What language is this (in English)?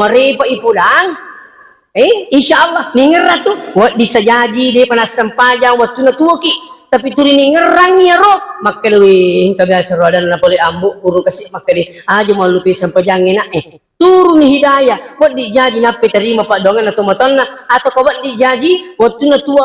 Buginese